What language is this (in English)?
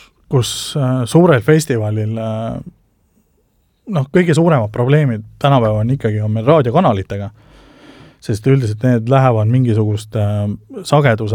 Estonian